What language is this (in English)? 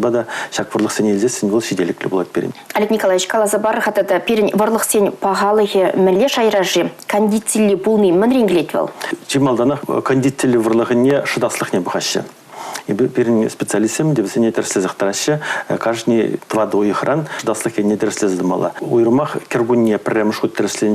Chuvash